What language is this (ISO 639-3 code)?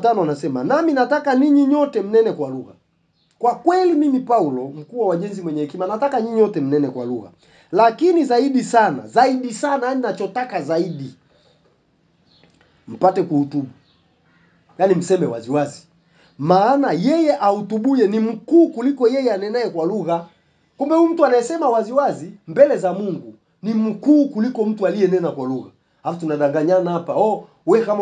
swa